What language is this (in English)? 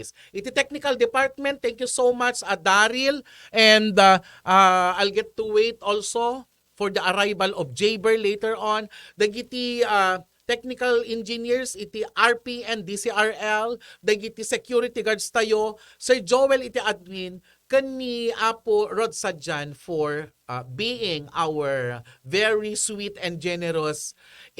Iloko